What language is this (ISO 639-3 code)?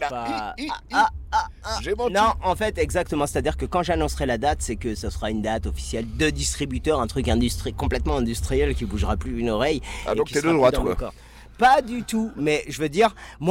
fra